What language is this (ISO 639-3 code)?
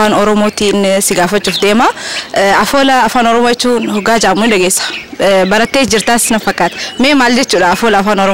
orm